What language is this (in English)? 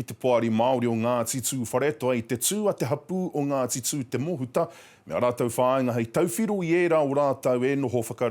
Māori